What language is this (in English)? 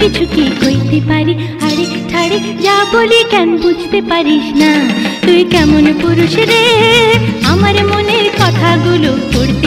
Bangla